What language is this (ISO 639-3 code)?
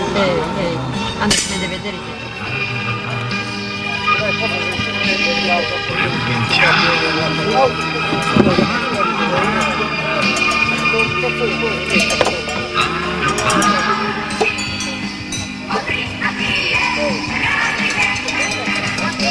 slk